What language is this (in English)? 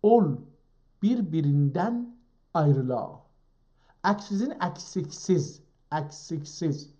South Azerbaijani